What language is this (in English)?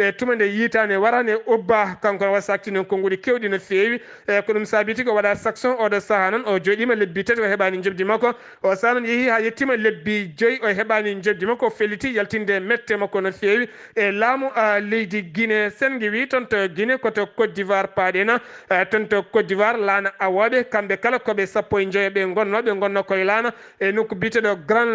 Fula